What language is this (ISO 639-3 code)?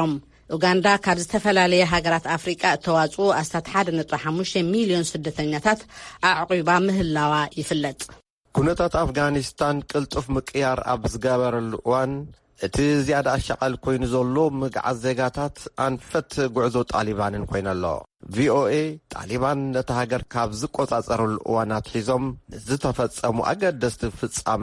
tir